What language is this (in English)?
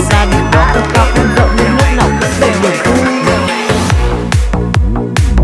Vietnamese